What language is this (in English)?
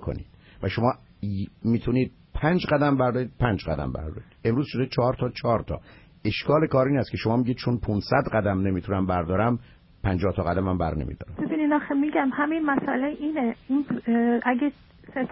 Persian